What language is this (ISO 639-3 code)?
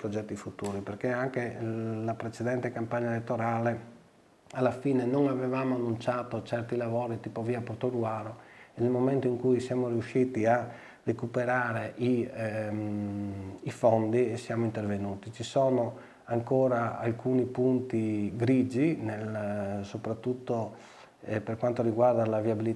ita